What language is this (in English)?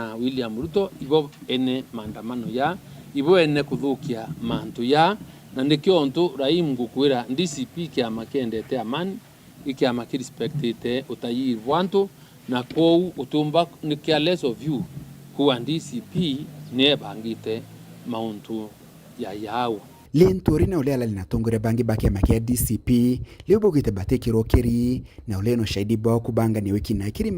Meru